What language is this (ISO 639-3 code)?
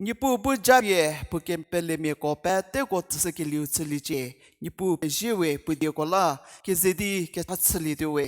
njm